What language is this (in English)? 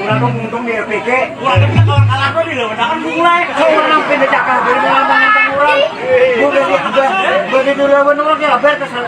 Banjar